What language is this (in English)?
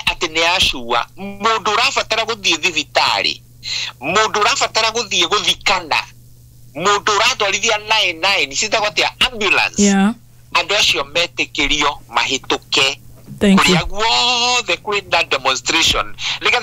Kikuyu